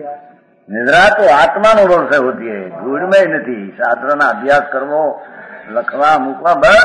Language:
Gujarati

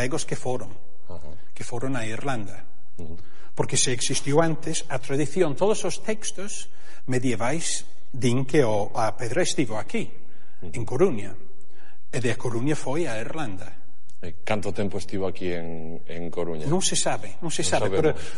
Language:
Galician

